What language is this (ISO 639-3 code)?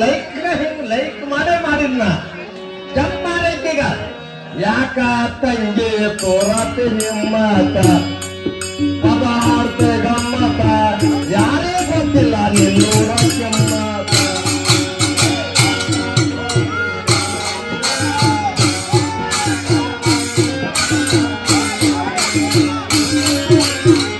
kan